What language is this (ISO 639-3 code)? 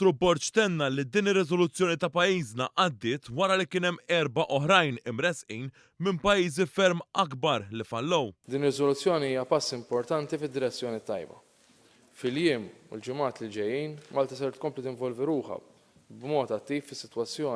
mlt